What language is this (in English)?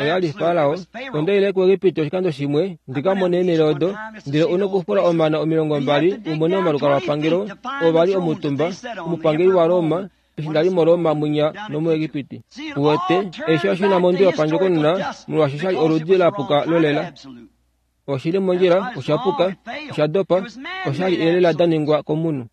Kuanyama